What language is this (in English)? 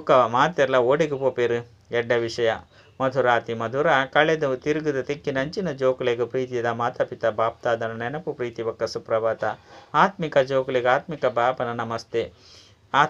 Tulu